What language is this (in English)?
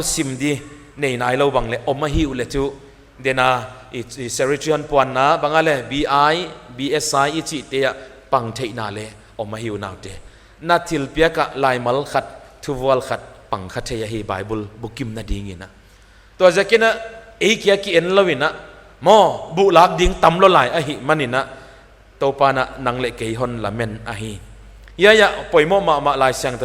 Paite Chin